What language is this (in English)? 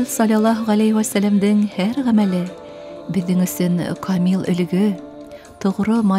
Bashkir